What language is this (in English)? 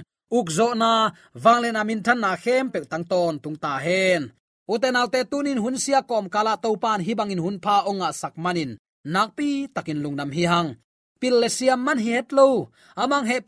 Tedim Chin